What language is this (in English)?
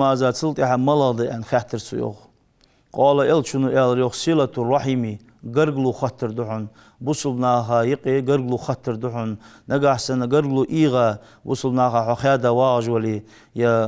Ingush